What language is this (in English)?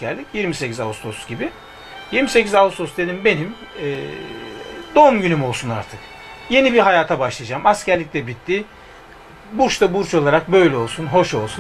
Turkish